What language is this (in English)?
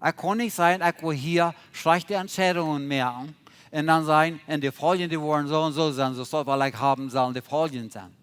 Plautdietsch